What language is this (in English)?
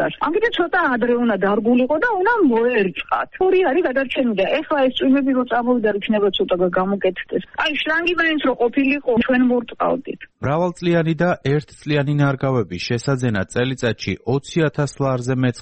Georgian